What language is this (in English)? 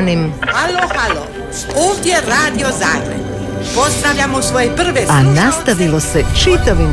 Croatian